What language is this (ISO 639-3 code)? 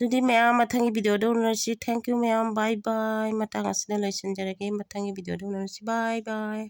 mni